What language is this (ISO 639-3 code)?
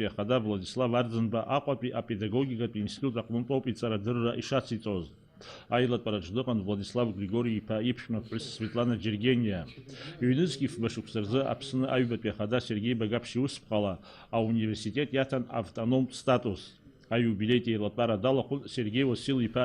abk